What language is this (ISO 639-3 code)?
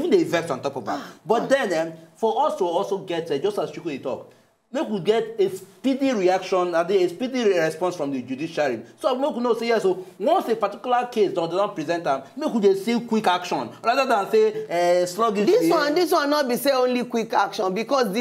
pcm